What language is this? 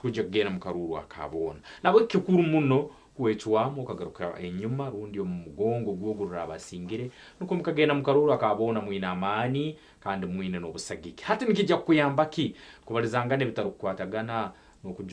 Nyankole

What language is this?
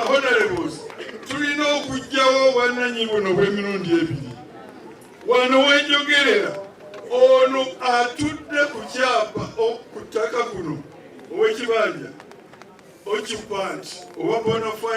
Ganda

